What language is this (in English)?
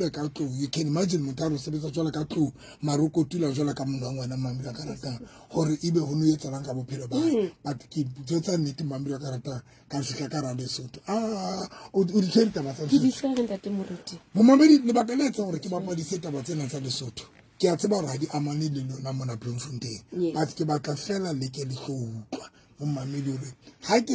Southern Sotho